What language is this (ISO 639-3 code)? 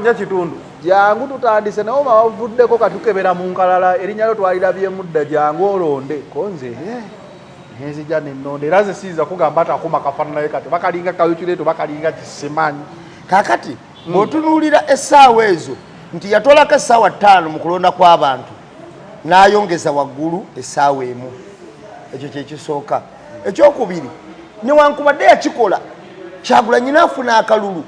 lug